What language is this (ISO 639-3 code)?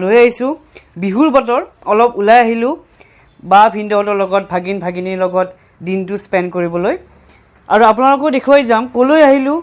asm